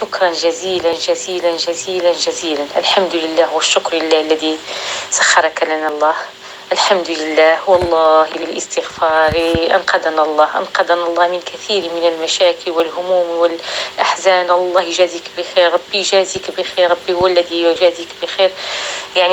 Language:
North Levantine Arabic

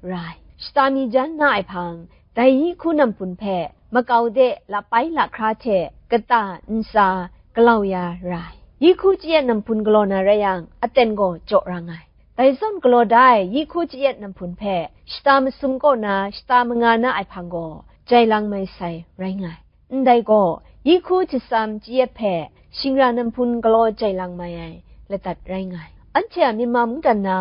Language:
Kachin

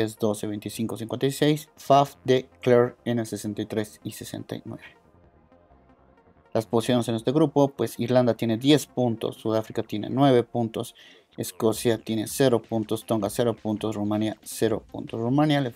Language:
Spanish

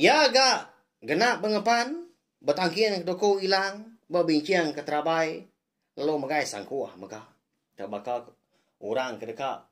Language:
Iban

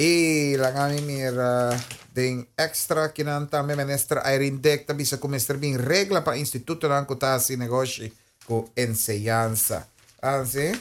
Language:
Papiamento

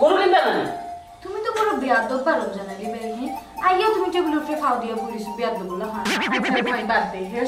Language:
Sylheti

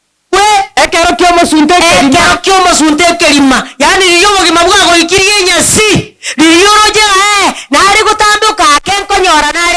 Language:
Gusii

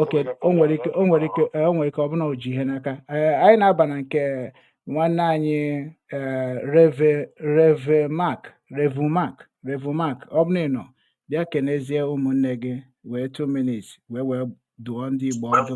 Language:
Igbo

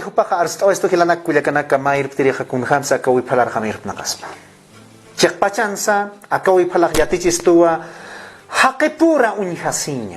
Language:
Aymara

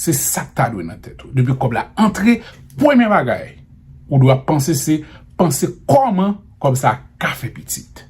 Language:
Haitian Creole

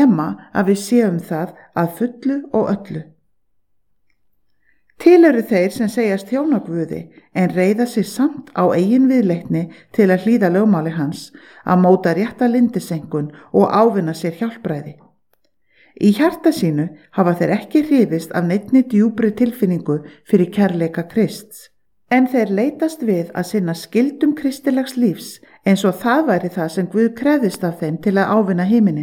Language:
Icelandic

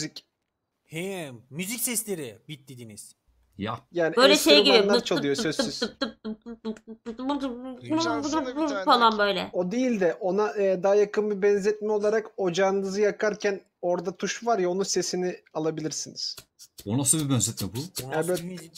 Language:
Turkish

